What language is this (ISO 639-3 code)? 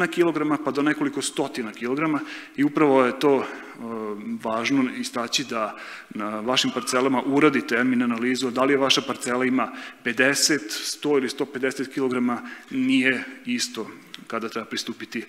srp